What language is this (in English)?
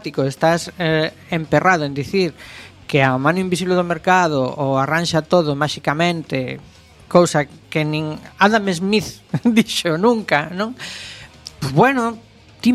Galician